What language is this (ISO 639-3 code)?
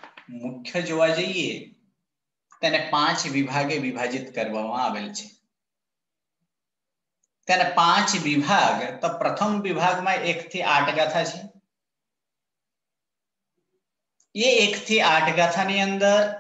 guj